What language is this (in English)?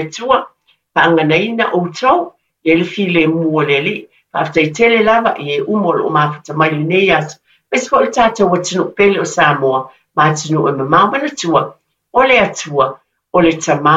Samoan